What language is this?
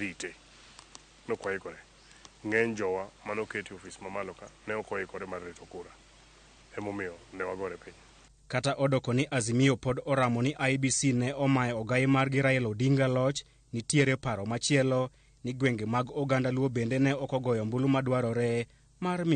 Luo (Kenya and Tanzania)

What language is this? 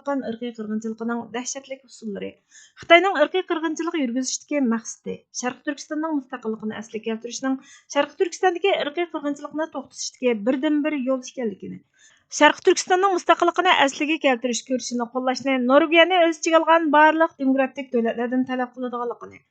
Uyghur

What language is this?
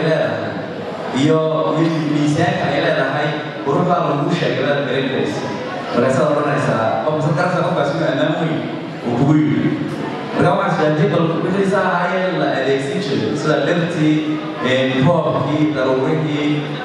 Somali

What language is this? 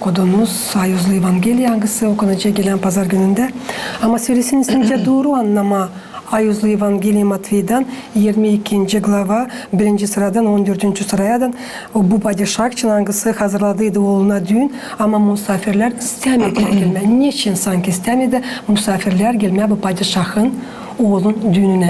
Gagauz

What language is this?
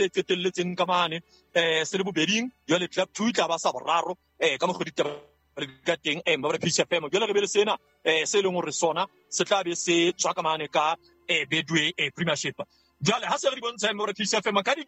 Southern Sotho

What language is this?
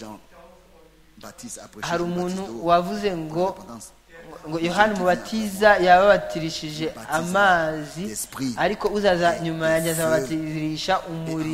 Kinyarwanda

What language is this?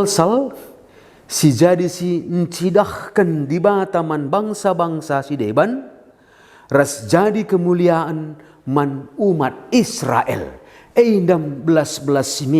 Batak Karo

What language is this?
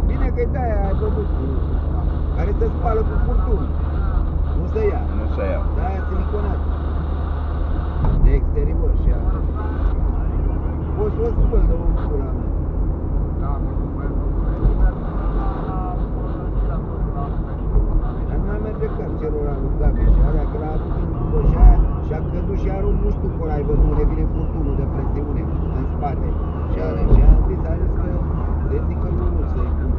Romanian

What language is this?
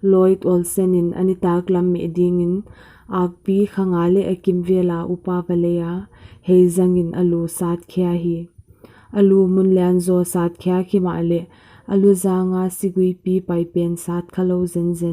Paite Chin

